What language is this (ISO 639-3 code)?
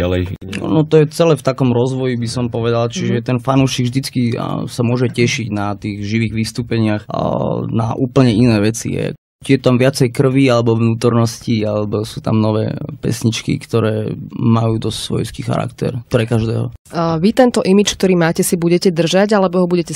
slk